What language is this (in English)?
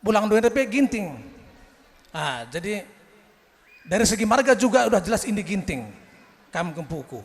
Batak Karo